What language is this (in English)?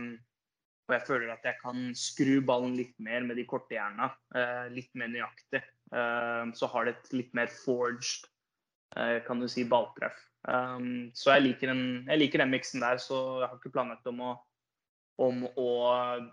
Norwegian